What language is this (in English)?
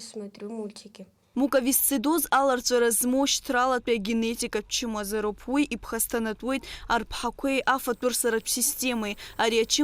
Abkhazian